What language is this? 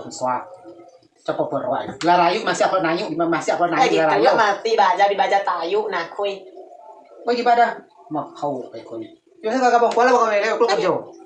Rejang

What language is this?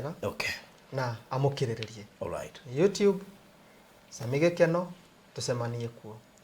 Kikuyu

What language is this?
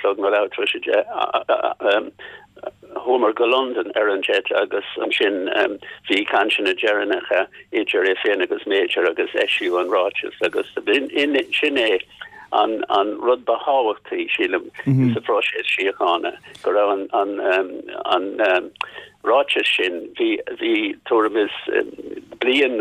Irish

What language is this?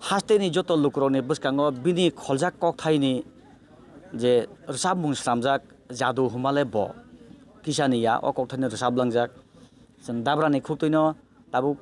Kok Borok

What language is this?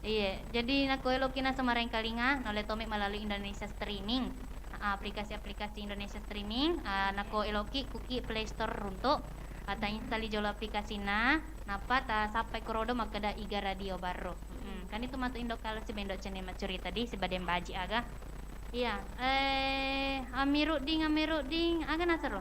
Buginese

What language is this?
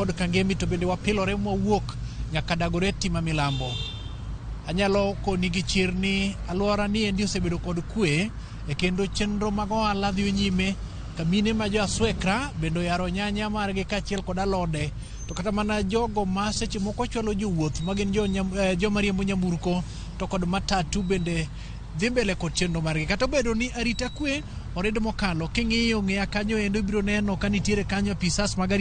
Luo (Kenya and Tanzania)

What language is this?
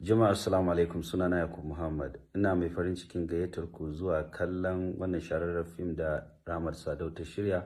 Hausa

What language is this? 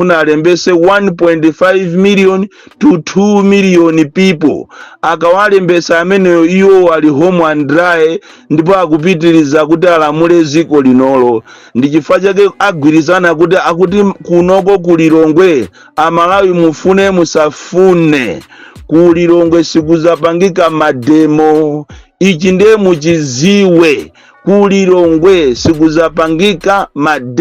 Nyanja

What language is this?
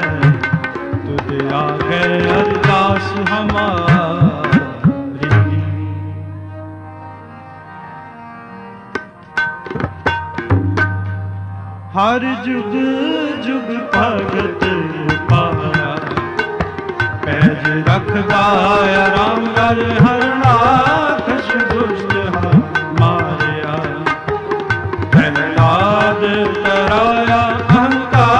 Punjabi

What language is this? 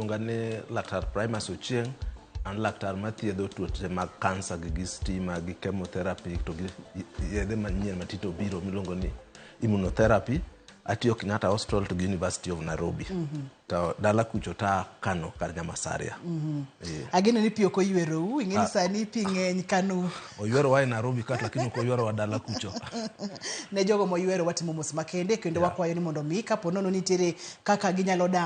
Luo (Kenya and Tanzania)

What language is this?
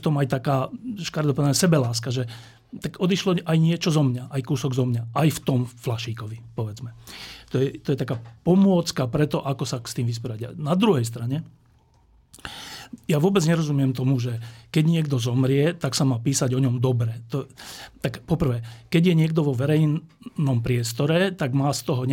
Slovak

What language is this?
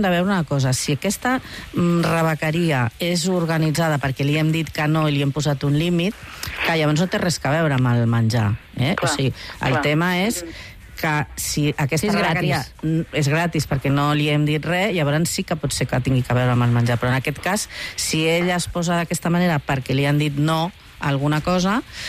Catalan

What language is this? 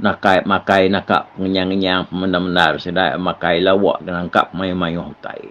Iban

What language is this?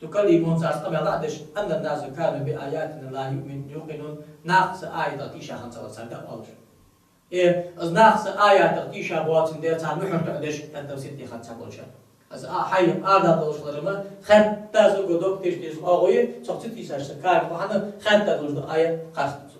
Ingush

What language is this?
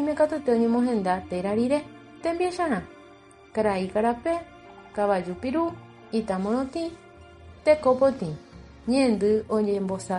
Guarani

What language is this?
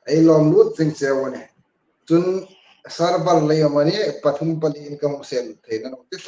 Hmar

